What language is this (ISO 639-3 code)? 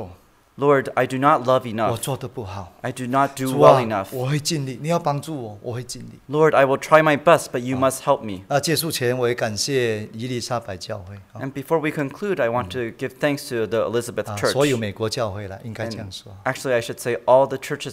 zho